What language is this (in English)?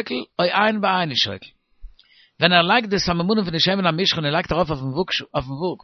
Yiddish